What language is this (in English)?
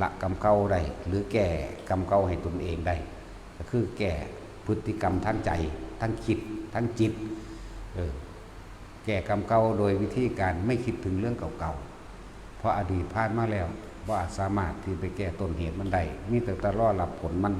Northeastern Thai